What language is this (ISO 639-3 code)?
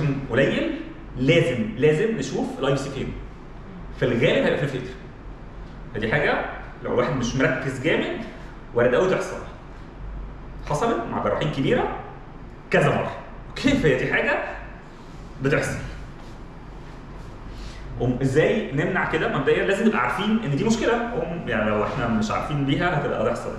arz